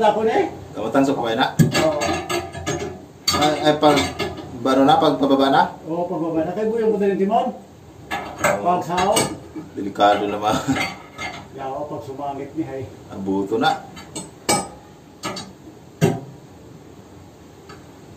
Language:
Filipino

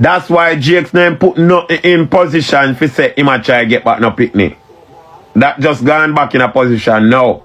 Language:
Jamaican Creole English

